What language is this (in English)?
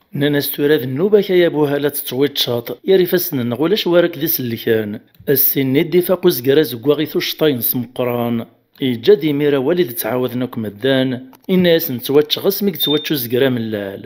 Kabyle